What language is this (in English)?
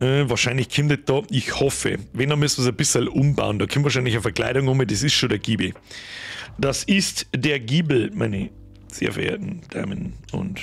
Bavarian